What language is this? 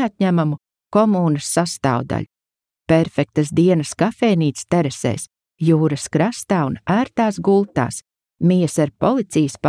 Latvian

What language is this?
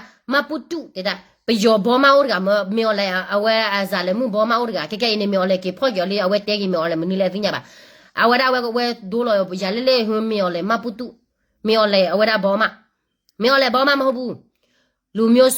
S'gaw Karen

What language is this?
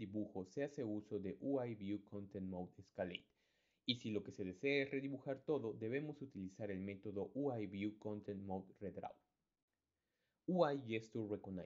Spanish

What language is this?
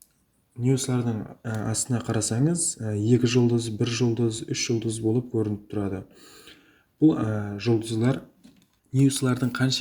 Kara-Kalpak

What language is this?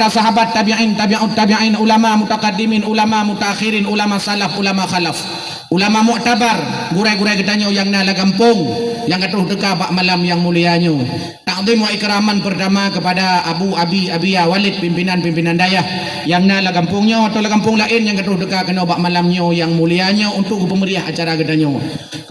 Achinese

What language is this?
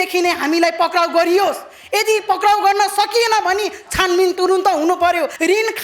Nepali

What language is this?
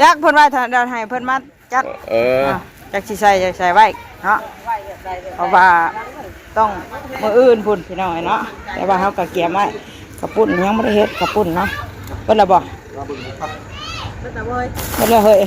Northeastern Thai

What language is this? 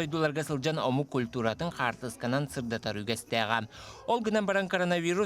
Yakut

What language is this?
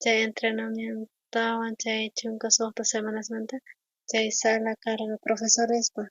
South Bolivian Quechua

